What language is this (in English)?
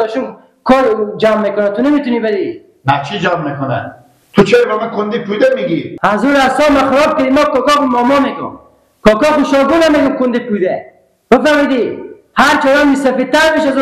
Persian